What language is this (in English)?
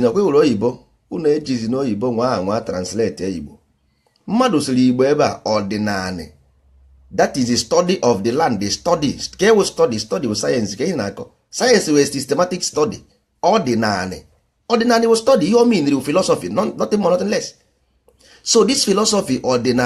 Igbo